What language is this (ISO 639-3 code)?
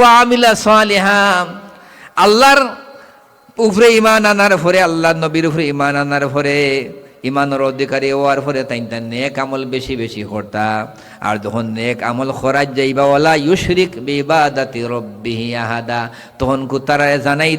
syl